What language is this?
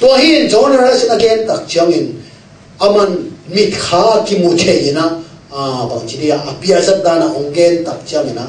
Tedim Chin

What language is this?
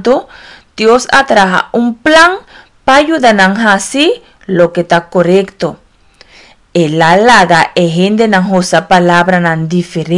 Papiamento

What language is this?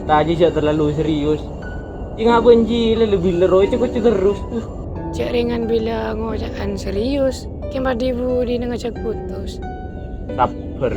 Madurese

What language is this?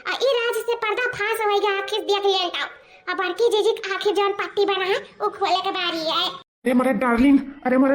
Awadhi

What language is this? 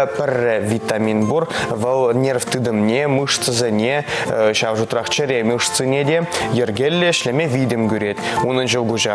Chuvash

